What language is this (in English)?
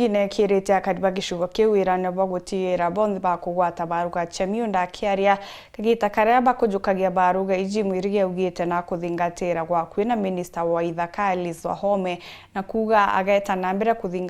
Meru